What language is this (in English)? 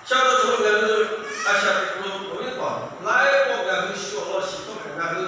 Lahu